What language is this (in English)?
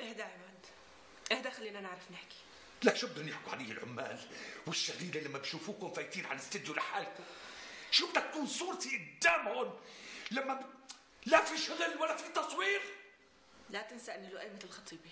North Levantine Arabic